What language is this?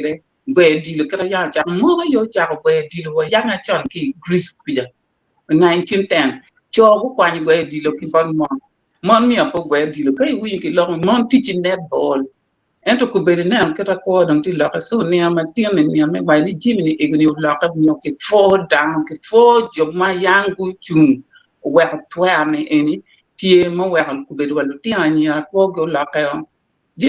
Acoli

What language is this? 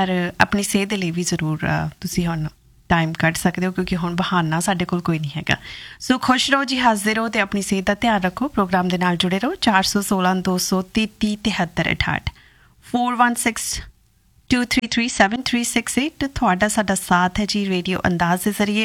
Punjabi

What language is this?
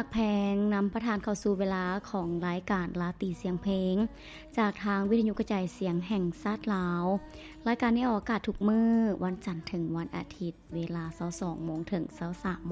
Lao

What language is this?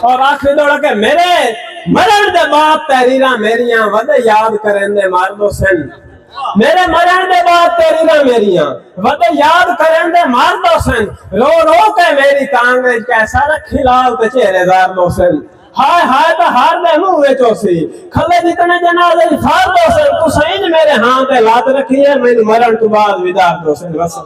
Saraiki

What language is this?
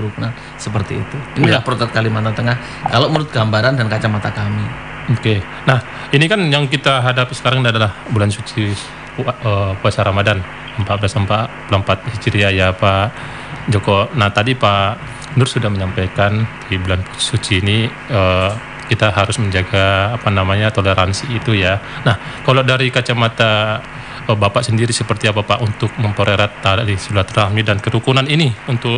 Indonesian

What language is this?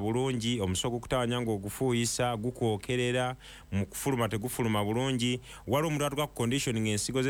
Ganda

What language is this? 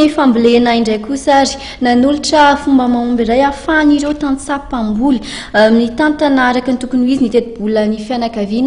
Malagasy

